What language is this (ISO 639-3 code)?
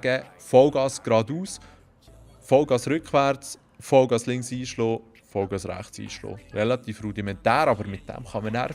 gsw